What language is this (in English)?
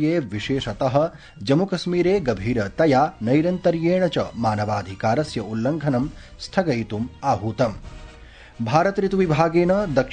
Sanskrit